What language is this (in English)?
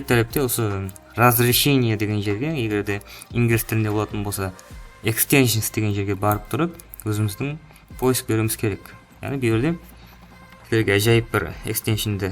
Kara-Kalpak